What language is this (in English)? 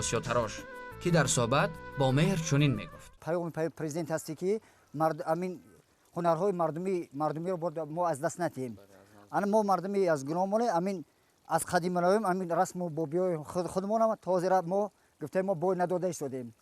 Tajik